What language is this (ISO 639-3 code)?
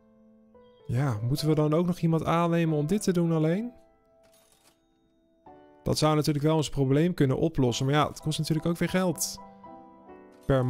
nld